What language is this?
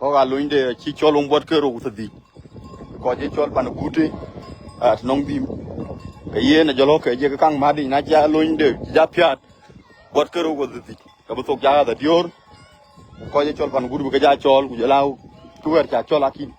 Dinka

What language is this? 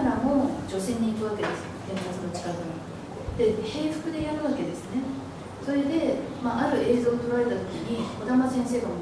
Japanese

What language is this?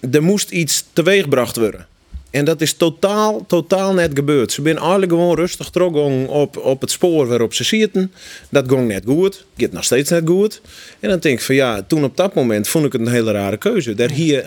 Western Frisian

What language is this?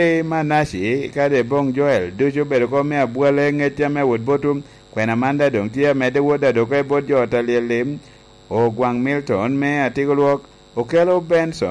Lango (Uganda)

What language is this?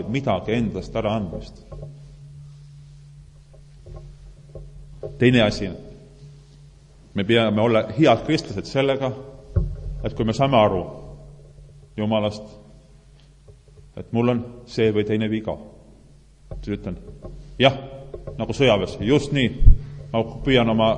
Estonian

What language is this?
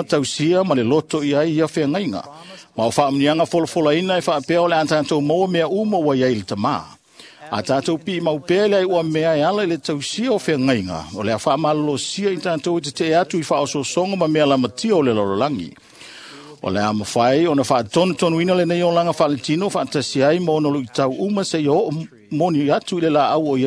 Samoan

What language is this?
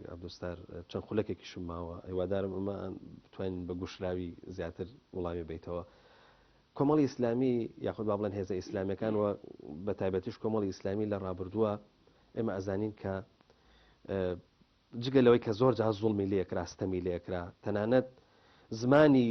Central Kurdish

